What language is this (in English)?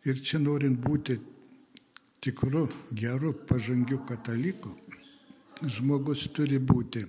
Lithuanian